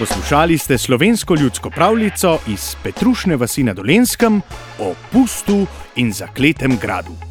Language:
Slovenian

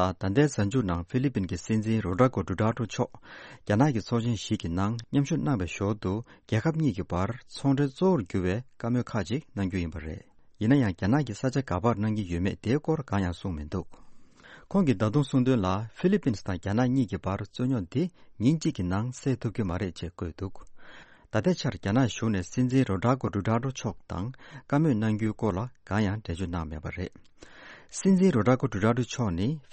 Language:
Tibetan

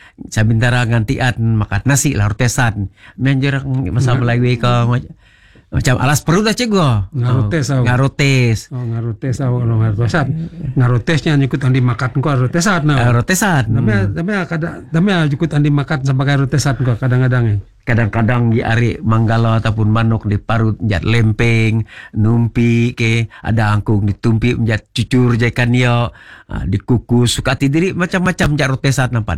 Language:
Malay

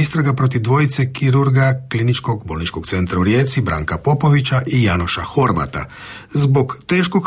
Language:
Croatian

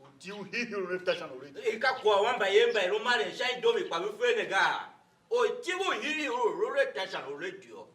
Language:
Tiv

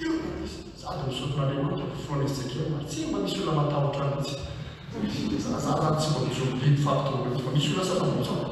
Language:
Malagasy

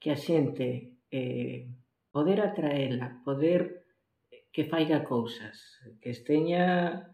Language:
Galician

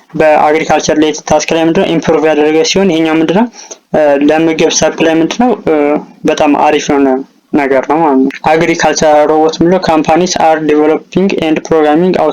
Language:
Amharic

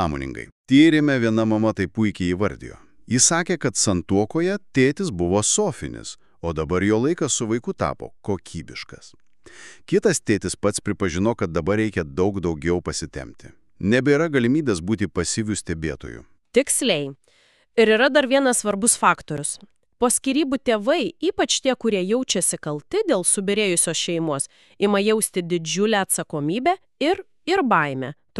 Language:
Lithuanian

